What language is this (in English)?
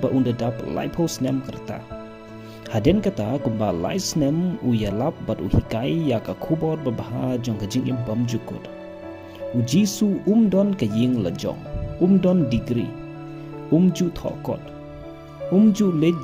Khasi